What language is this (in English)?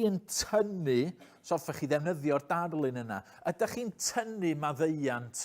Welsh